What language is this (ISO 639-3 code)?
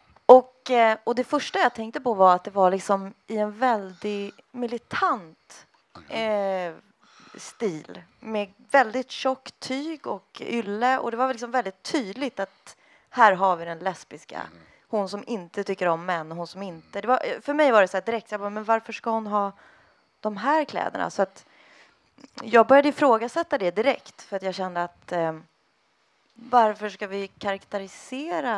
swe